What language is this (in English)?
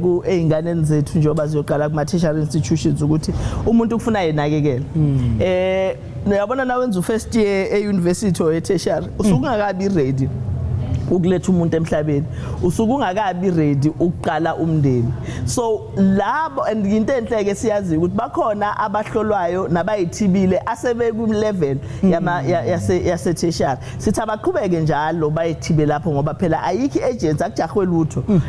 Zulu